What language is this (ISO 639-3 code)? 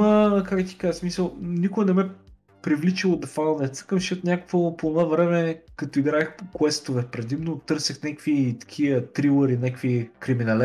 bul